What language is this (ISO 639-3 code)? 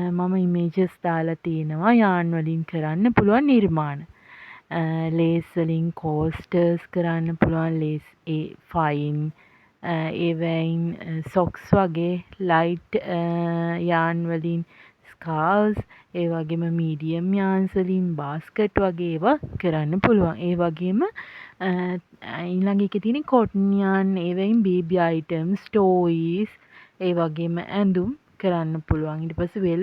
sin